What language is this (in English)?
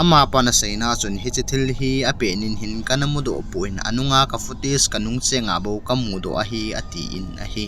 Thado Chin